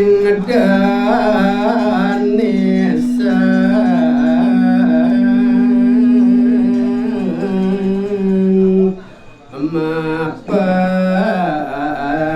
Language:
Balinese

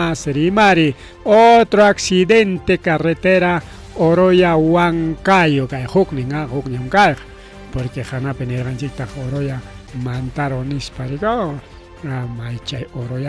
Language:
Ayacucho Quechua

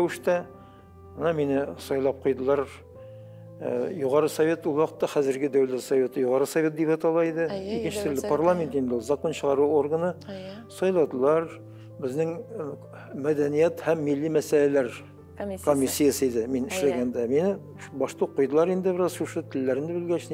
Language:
Tatar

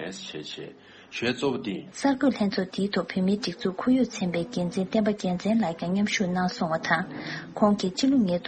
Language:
Tibetan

